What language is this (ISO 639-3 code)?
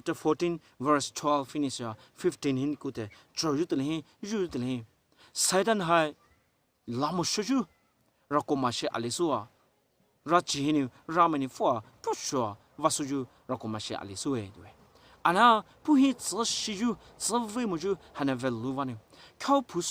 pmx